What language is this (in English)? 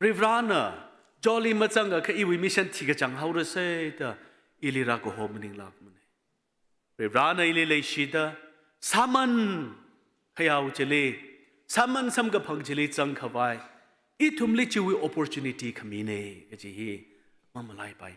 Tangkhul Naga (India)